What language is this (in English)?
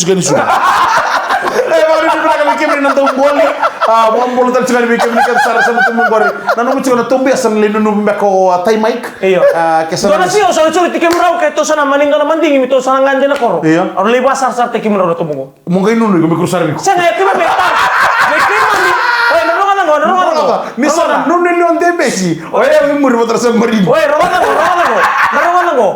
Fijian